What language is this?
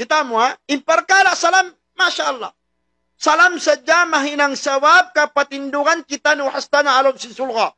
Tausug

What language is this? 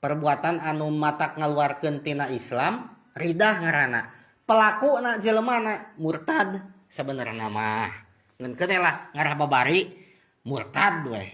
Sundanese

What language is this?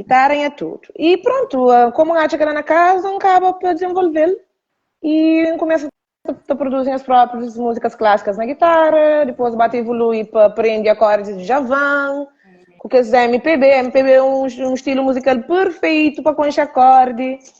Kabuverdianu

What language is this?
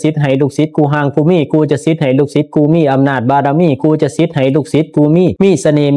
Pali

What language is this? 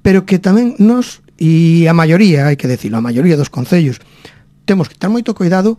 Galician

